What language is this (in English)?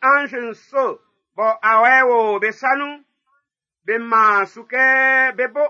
Baoulé